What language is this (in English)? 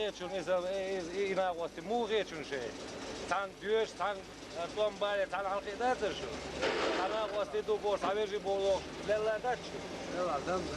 Chechen